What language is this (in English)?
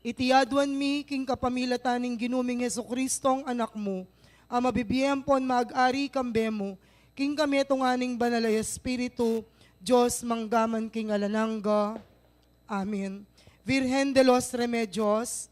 Pampanga